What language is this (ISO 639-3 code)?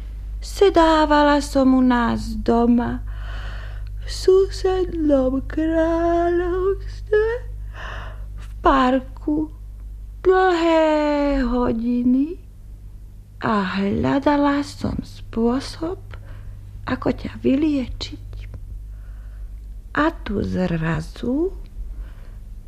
slk